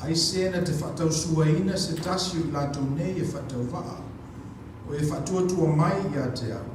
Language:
Samoan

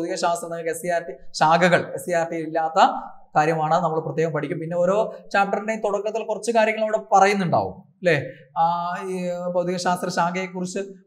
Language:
Malayalam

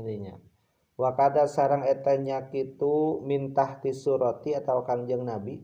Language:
Sundanese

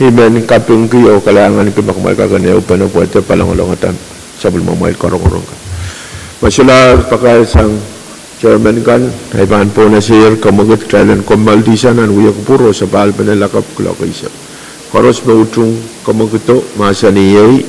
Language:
Pohnpeian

